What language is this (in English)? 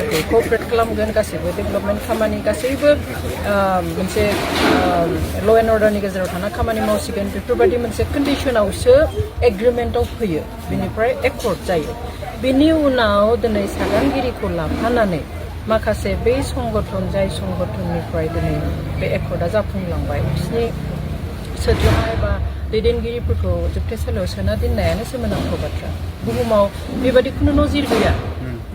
Bodo